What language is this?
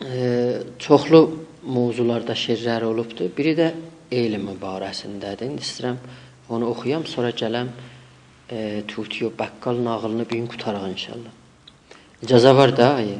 South Azerbaijani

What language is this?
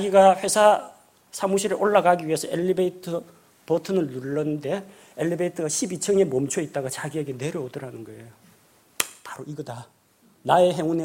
Korean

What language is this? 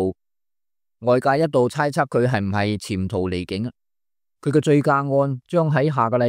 Cantonese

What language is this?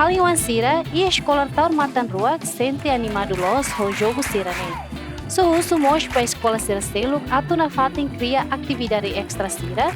Tetum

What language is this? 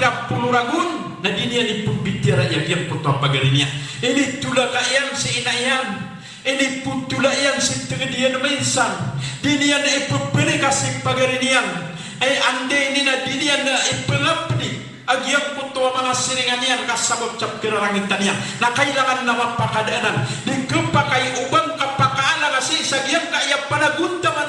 Maranao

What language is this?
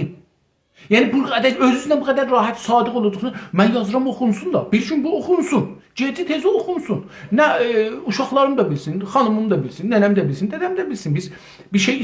South Azerbaijani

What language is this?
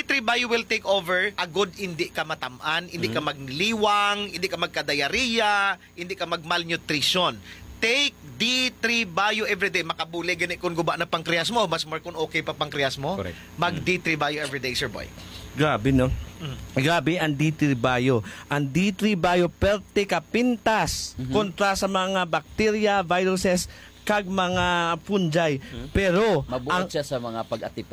Hiligaynon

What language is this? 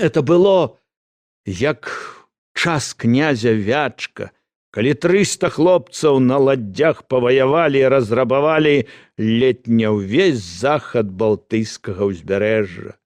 Belarusian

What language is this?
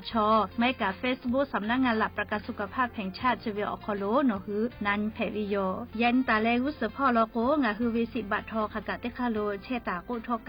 Lahu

